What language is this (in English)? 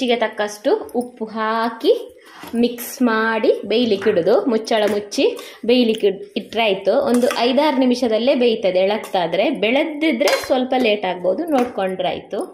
Kannada